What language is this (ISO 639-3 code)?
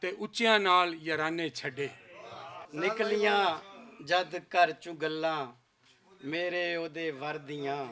lah